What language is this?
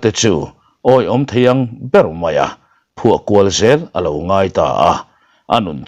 Mizo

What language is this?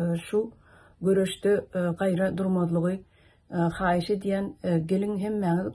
Turkmen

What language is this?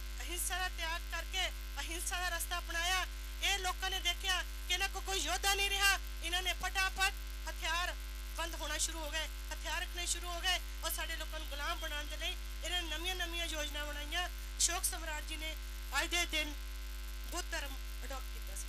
Punjabi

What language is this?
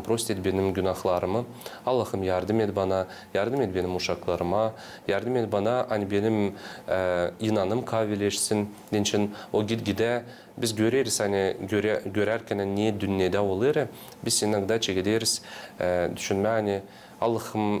Gagauz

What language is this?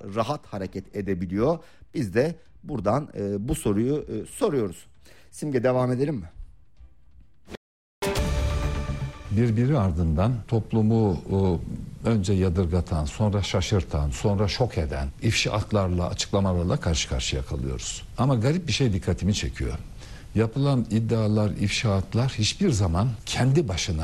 Turkish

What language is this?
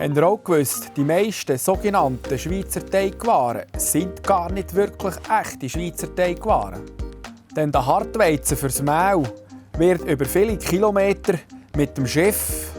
Swiss German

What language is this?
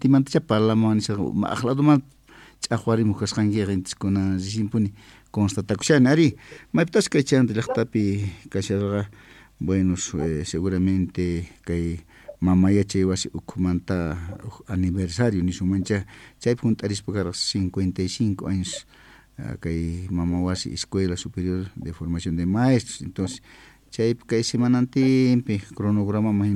Quechua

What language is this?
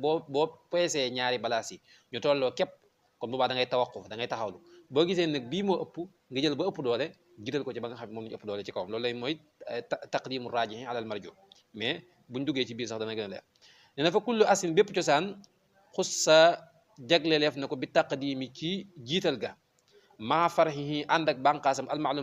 Wolof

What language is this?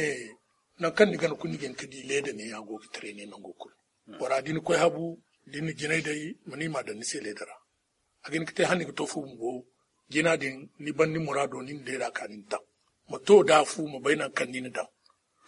Zarma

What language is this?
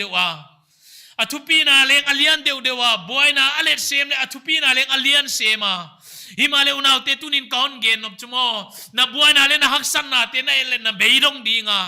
Paite Chin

